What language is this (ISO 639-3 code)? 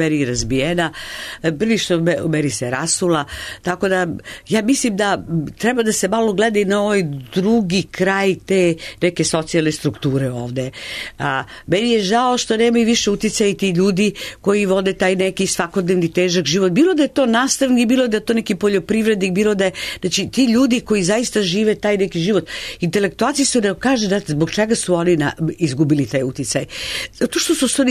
srp